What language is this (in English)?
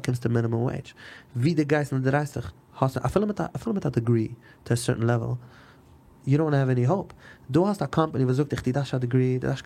Yiddish